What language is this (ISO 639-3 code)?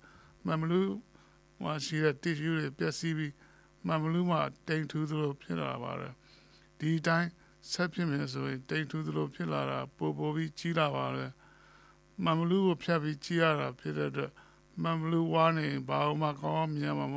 mya